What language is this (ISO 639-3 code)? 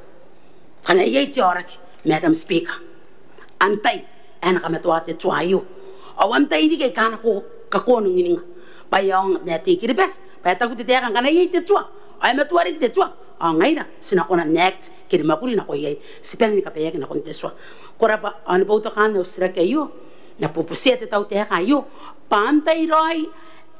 gil